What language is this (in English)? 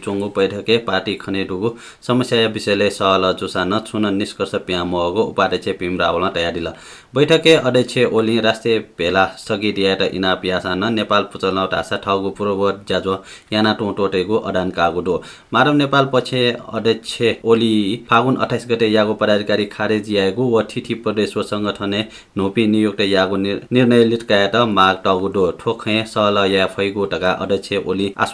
Newari